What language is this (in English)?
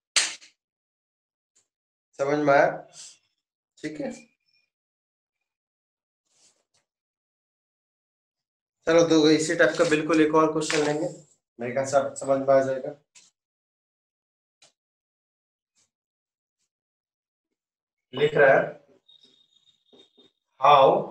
Hindi